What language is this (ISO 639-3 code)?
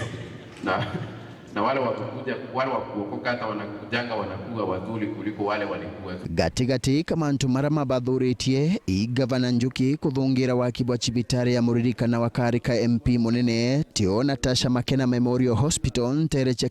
mer